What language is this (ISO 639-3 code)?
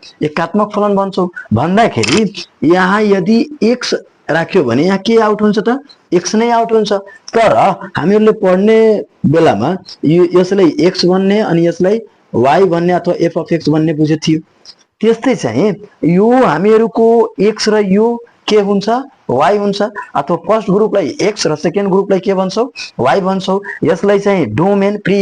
nep